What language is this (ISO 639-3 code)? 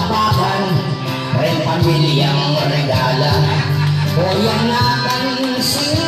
pam